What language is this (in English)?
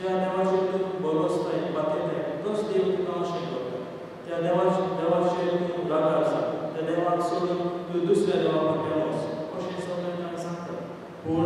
Konkani